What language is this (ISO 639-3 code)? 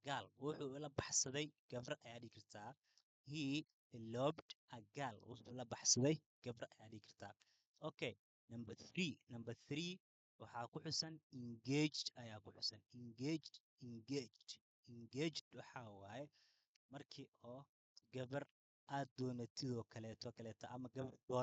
som